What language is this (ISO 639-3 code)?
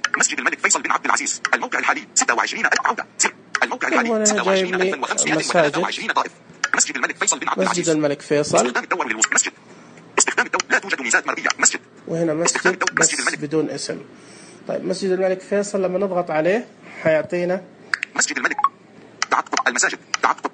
ars